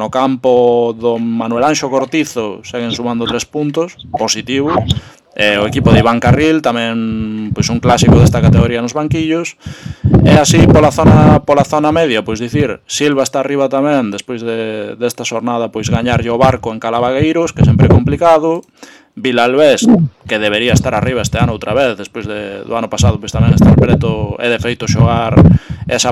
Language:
Galician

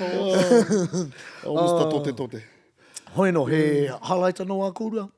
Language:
Māori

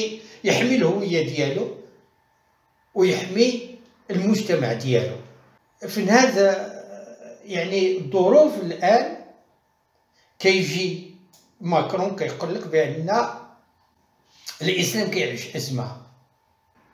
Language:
Moroccan Arabic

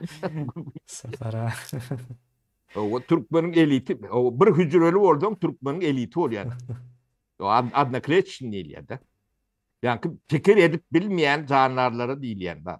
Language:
Turkmen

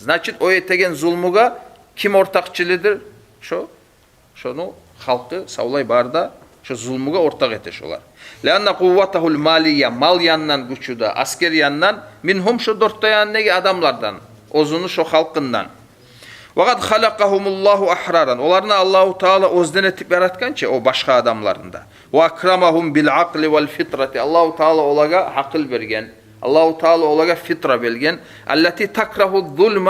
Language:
Kumyk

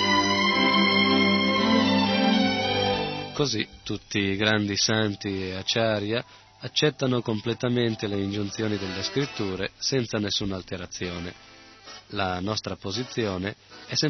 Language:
Italian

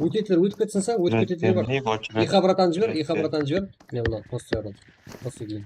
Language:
Kara-Kalpak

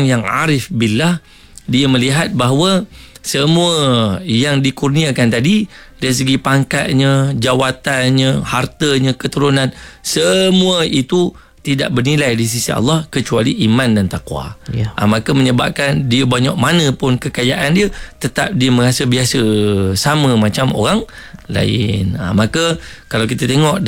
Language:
Malay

